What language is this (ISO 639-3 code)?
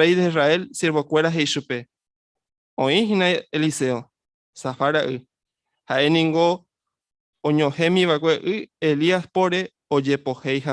grn